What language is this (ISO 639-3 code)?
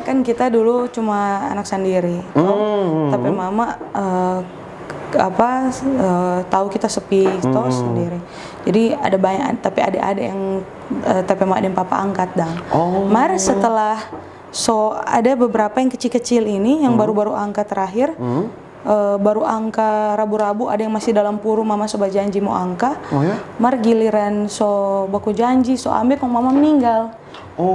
xmm